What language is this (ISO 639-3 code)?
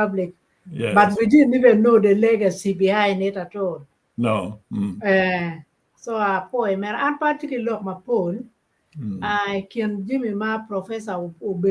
ach